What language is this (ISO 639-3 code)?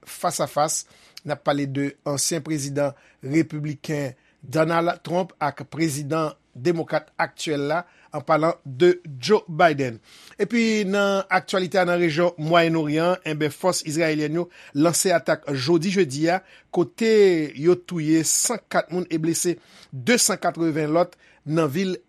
hat